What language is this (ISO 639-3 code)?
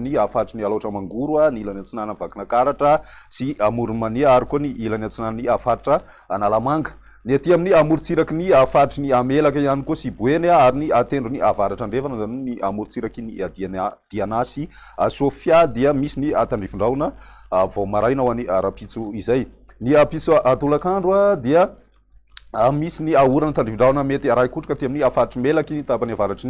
mlg